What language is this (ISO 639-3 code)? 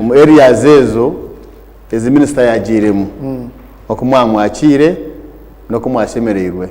nyn